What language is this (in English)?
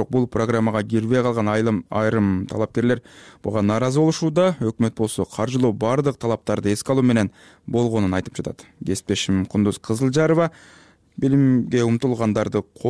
Kyrgyz